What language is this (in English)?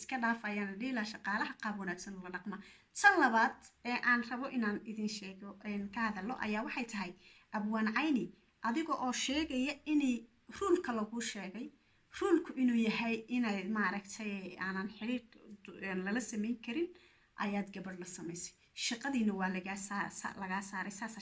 Somali